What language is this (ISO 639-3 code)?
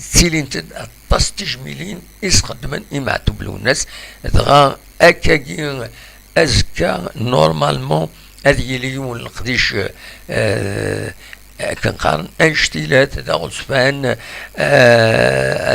kab